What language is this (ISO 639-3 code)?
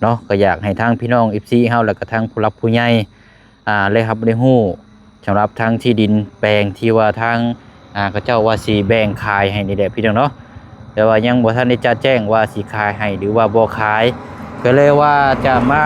lao